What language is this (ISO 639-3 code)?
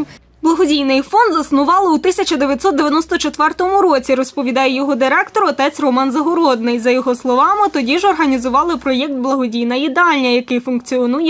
ukr